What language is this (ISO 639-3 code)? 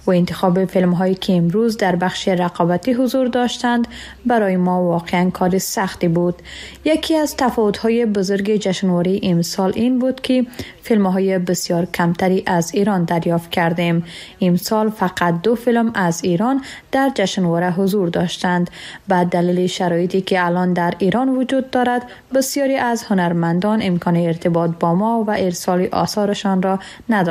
fas